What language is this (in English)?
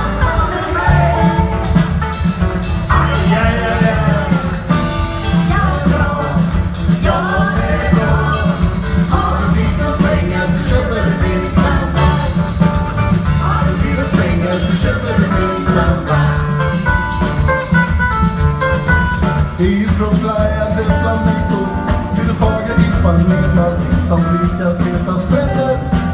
Swedish